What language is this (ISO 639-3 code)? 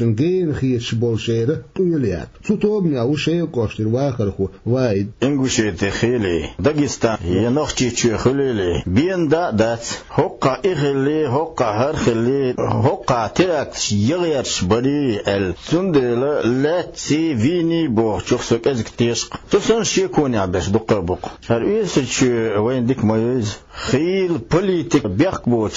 che